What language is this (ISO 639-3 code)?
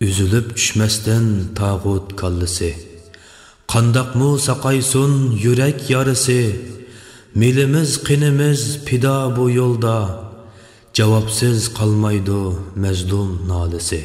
uig